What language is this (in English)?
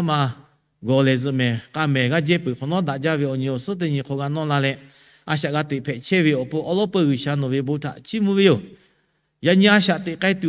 Lahu